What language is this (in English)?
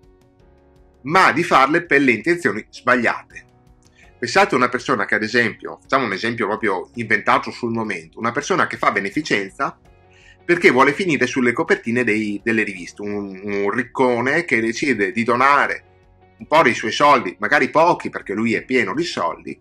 Italian